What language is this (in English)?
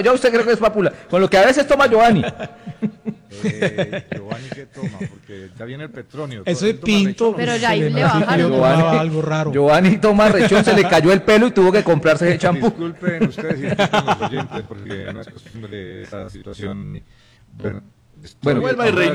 Spanish